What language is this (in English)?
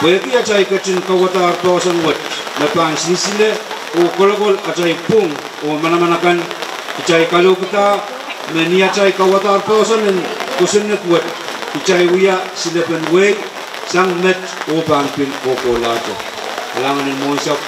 Pohnpeian